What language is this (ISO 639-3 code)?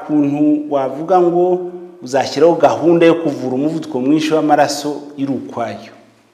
kin